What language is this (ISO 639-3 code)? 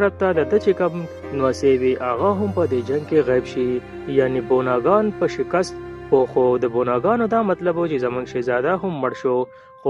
pus